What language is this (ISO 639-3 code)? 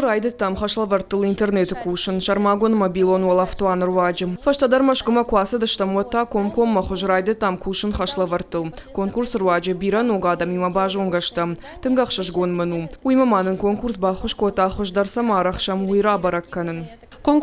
oss